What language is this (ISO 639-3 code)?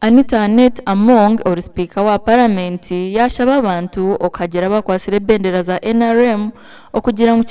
nyn